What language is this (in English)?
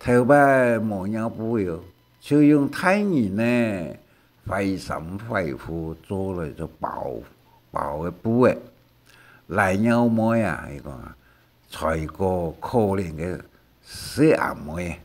Hakka Chinese